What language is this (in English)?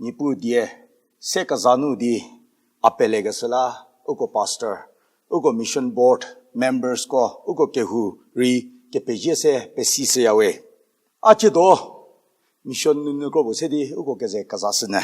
Angami Naga